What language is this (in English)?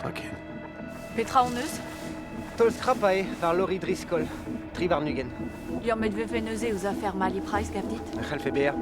Breton